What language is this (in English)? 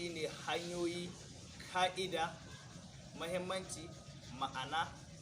Hausa